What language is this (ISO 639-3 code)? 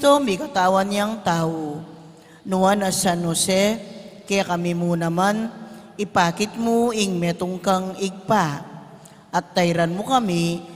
pam